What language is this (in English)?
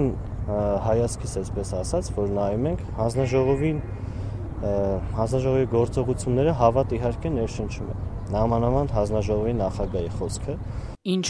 Armenian